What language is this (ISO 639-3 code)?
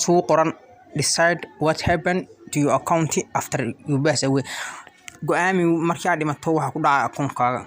som